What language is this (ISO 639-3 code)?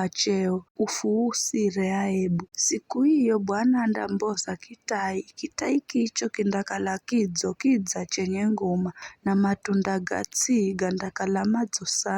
nyf